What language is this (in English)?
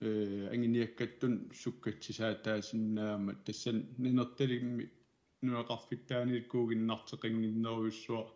Kalaallisut